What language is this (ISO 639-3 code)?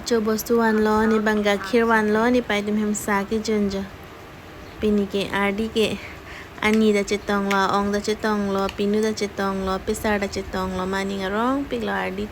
mjw